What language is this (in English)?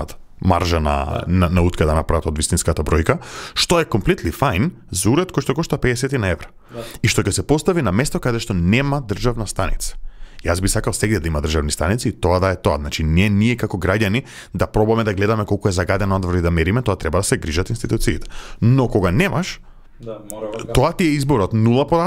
Macedonian